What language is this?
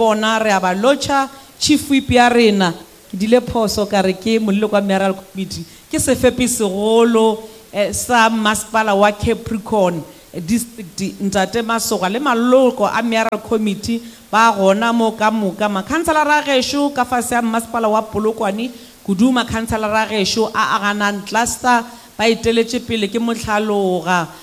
Northern Sotho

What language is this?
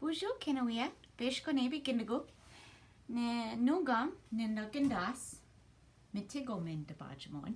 Ojibwa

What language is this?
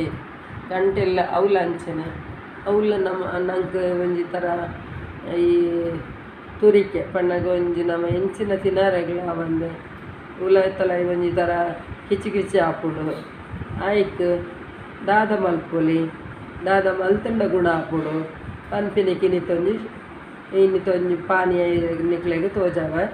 Tulu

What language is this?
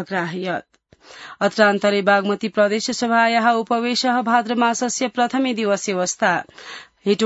Sanskrit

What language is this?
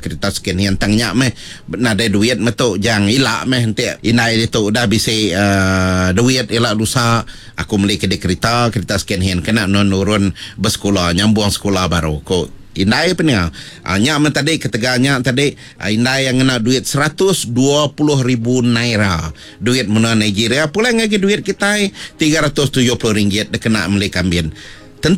Iban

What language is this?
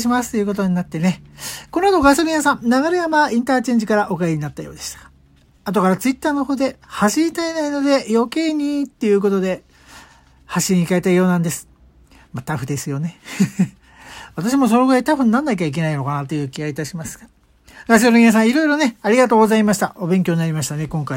Japanese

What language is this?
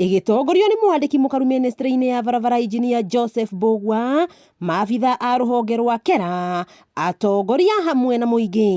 Kikuyu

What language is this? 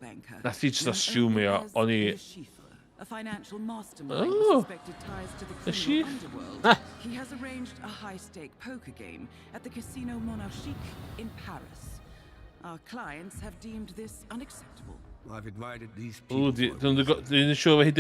Welsh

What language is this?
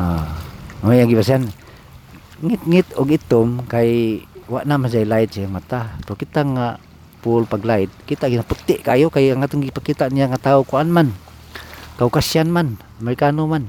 Cebuano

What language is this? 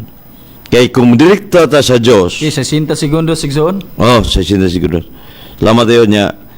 Cebuano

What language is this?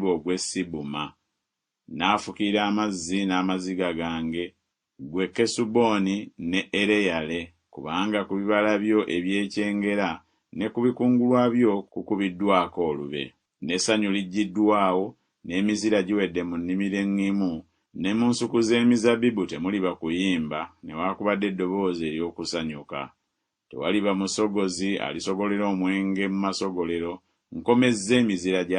Ganda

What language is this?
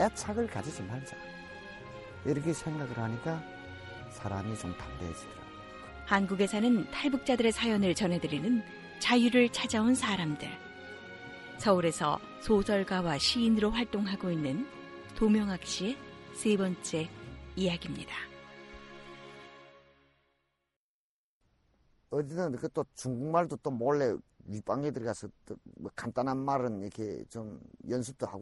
Korean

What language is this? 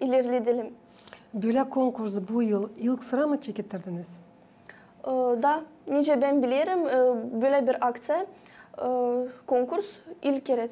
Gagauz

